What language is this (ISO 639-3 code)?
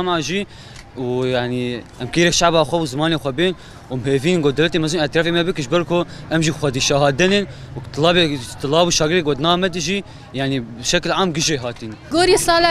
kur